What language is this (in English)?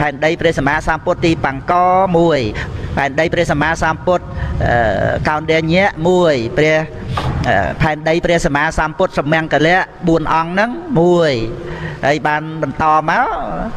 Khmer